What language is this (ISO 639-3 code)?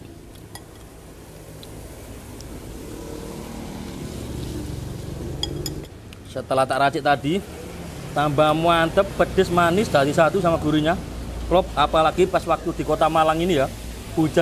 ind